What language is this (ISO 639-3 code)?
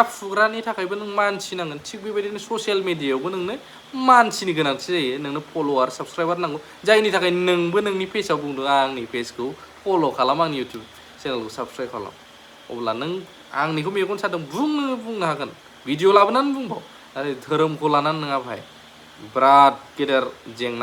brx